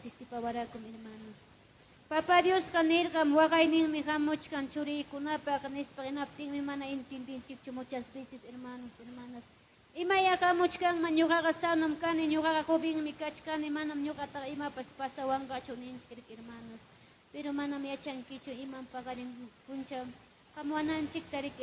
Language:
Ayacucho Quechua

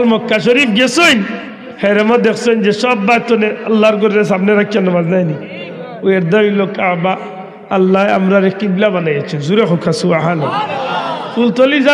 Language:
Sylheti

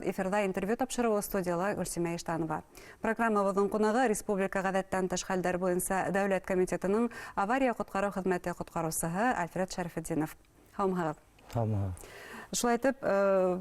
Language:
Bashkir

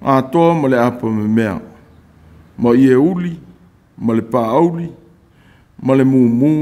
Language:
Samoan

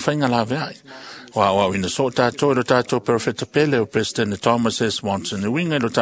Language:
Samoan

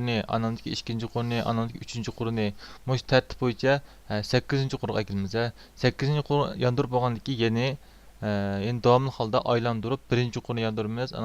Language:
Uyghur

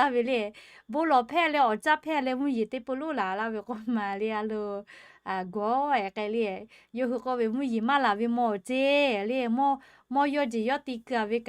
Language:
Lahu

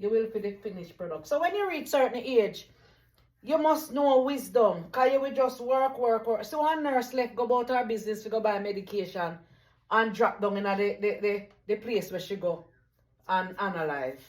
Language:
Jamaican Creole English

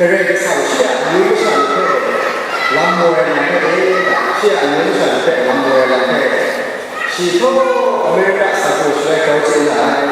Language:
Kachin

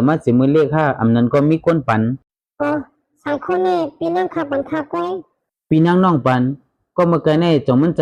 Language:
Shan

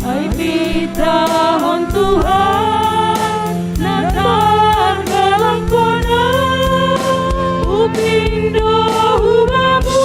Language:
Batak Simalungun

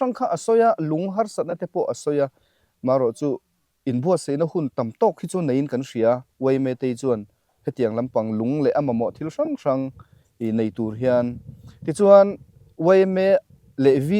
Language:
Mizo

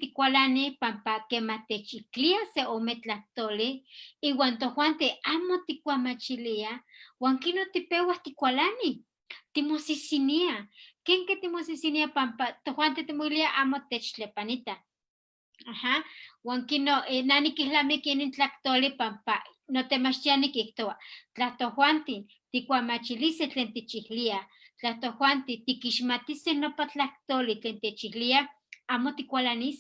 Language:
Eastern Huasteca Nahuatl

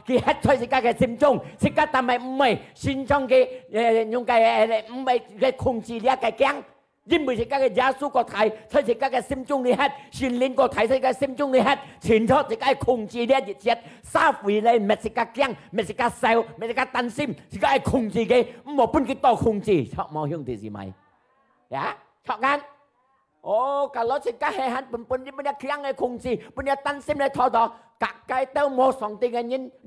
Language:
Hakka Chinese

